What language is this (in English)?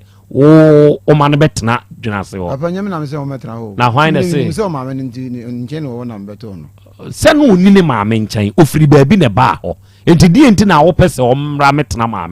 Akan